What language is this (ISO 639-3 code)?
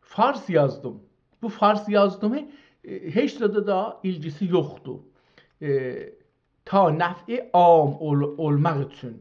azb